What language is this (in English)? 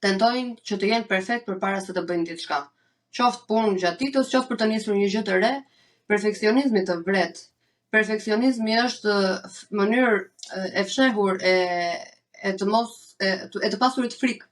Albanian